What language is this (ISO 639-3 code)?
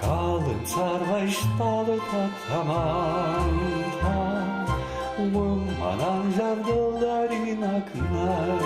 oss